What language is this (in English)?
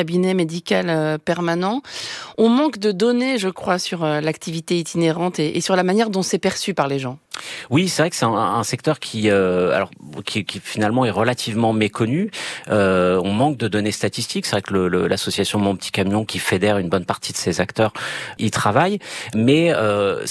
French